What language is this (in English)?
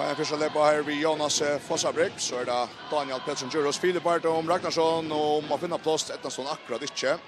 Faroese